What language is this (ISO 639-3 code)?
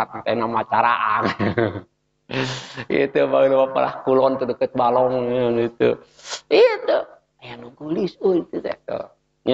sun